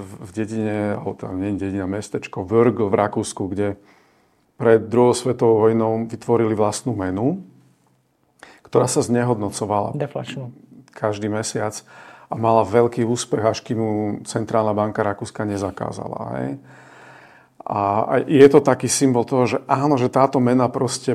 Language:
Slovak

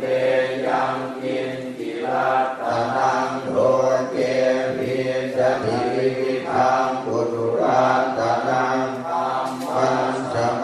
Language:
Pali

